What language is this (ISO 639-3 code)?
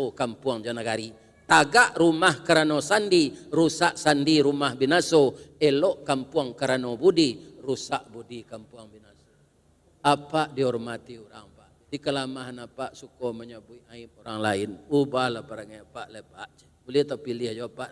min